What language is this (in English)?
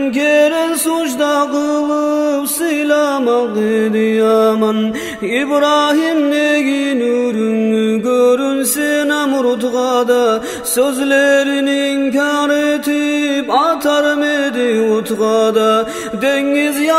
Kumyk